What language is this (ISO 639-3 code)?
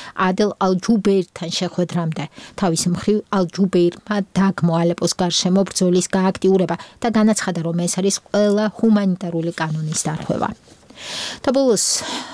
kat